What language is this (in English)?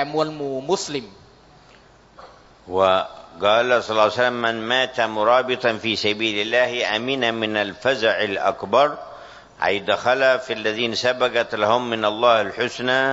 Thai